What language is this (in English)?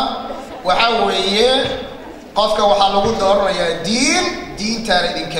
Somali